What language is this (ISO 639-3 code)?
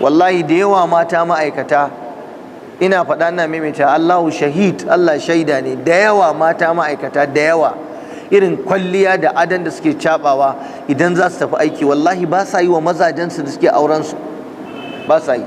hau